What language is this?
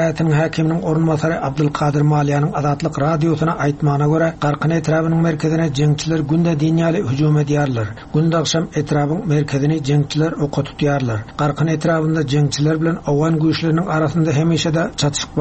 Turkmen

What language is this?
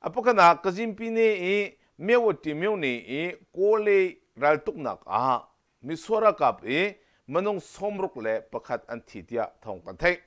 Hakha Chin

